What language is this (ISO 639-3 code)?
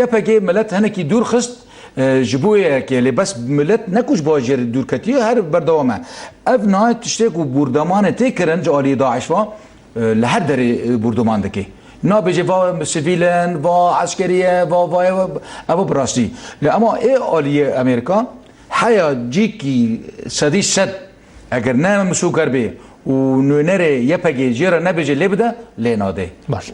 kur